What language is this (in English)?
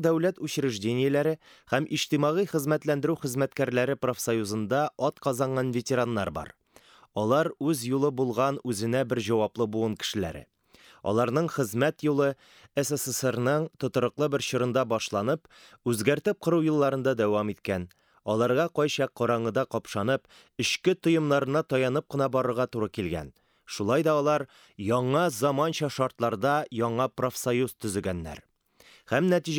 Tatar